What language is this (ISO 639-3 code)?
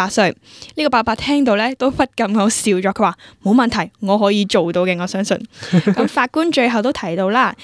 yue